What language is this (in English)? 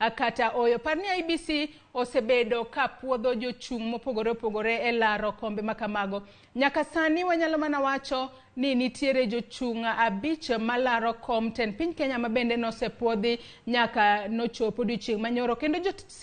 Luo (Kenya and Tanzania)